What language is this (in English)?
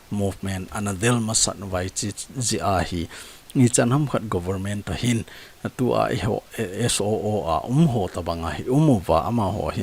Thado Chin